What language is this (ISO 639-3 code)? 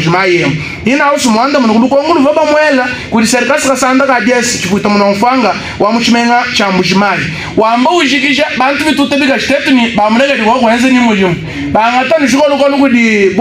lua